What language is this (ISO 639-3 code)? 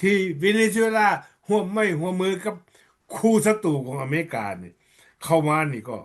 lao